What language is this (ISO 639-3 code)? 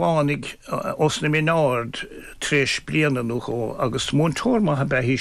gle